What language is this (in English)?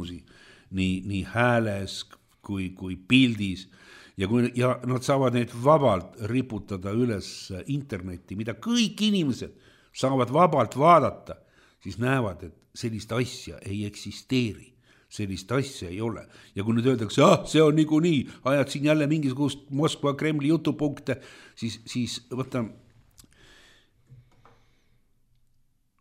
Estonian